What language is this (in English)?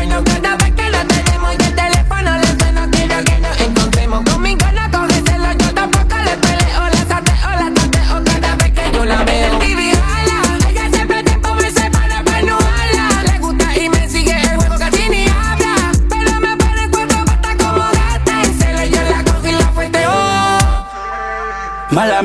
Spanish